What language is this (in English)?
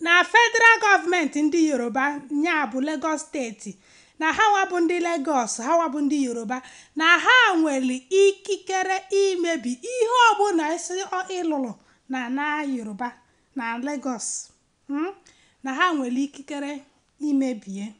Igbo